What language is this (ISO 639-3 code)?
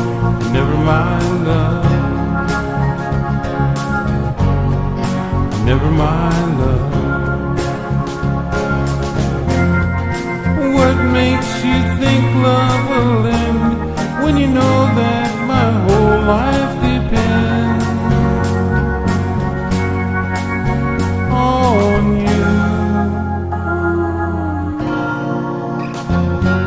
eng